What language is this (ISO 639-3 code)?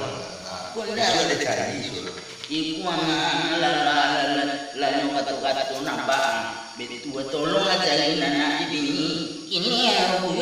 min